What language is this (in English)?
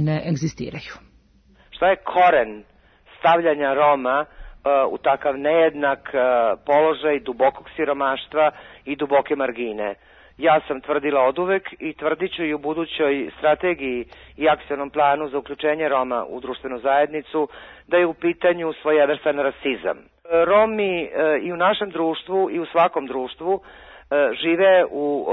Serbian